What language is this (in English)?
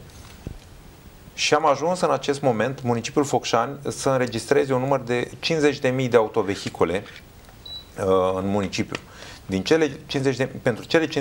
Romanian